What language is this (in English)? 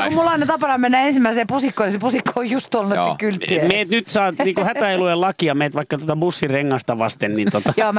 Finnish